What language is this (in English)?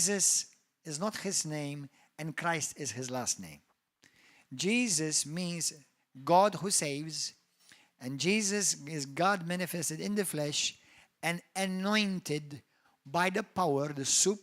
English